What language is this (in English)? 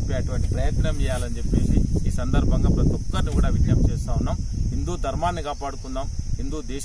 Telugu